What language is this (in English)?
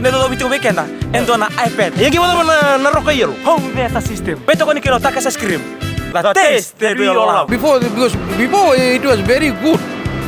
Fijian